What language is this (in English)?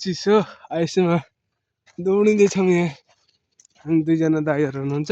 Nepali